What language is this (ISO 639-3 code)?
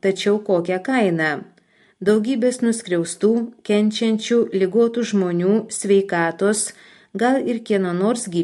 lit